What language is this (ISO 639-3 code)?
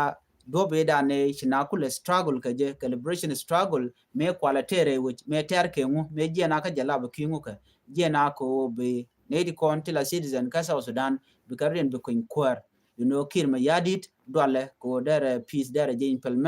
nus